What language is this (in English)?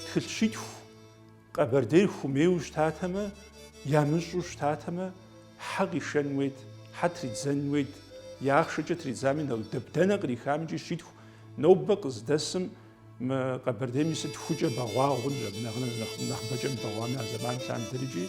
Kabardian